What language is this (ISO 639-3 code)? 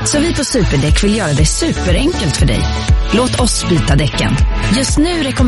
swe